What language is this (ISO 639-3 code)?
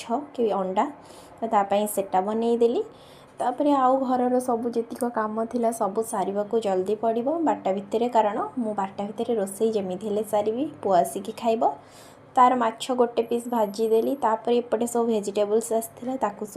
ori